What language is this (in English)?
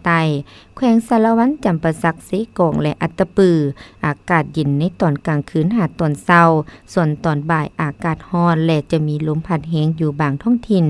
Lao